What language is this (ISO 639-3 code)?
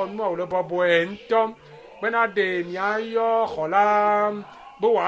ewe